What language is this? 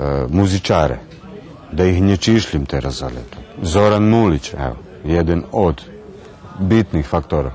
Rusyn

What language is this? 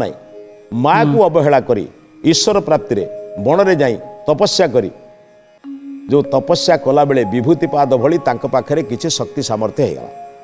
Odia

